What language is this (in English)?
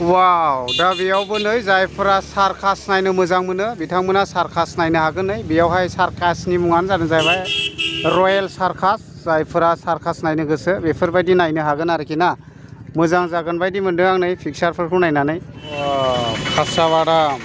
Bodo